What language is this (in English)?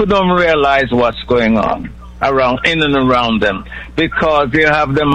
English